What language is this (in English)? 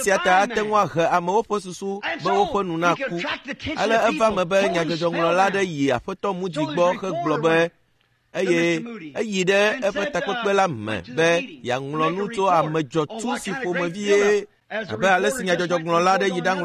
Ewe